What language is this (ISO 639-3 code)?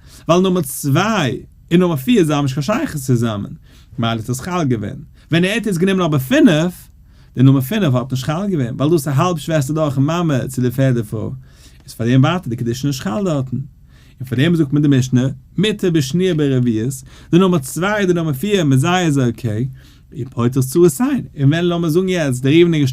yid